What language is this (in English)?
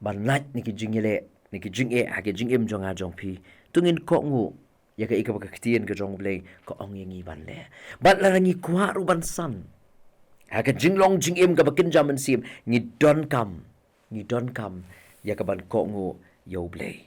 Khasi